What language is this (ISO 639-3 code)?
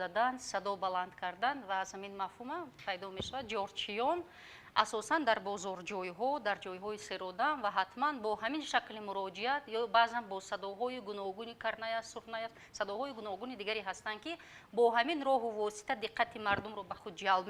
tgk